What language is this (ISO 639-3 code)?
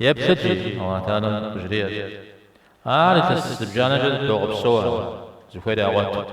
kbd